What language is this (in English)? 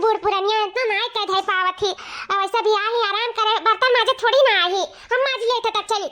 Awadhi